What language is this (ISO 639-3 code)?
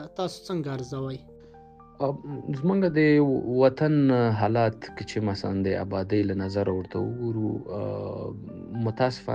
pus